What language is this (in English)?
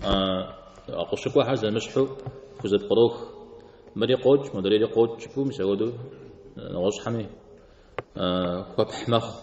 Kabardian